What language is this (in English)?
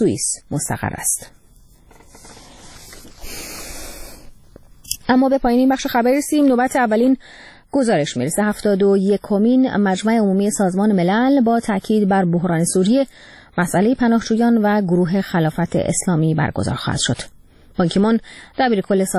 Persian